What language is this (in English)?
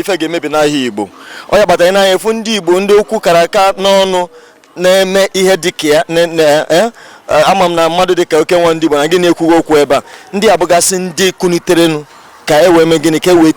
Igbo